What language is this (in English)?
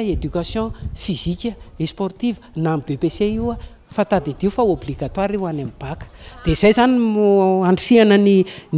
Malagasy